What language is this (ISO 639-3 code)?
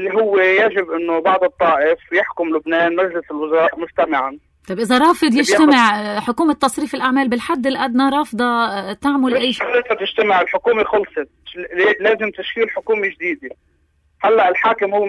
apc